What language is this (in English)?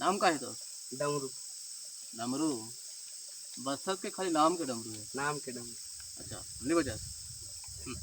Chhattisgarhi